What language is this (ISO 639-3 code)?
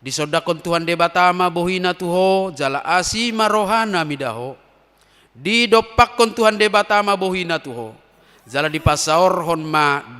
bbc